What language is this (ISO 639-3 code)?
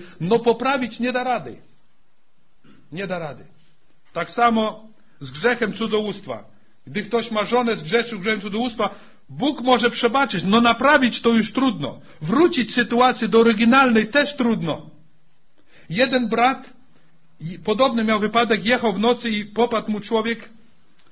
pol